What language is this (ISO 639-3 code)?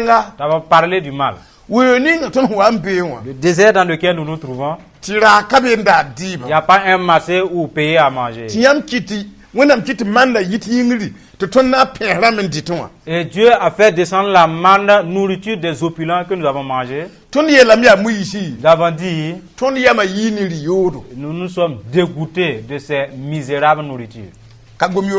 mos